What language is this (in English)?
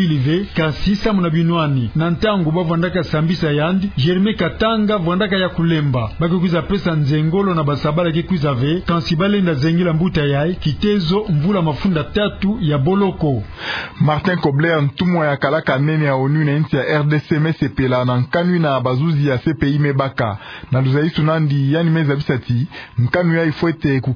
Kituba (Democratic Republic of Congo)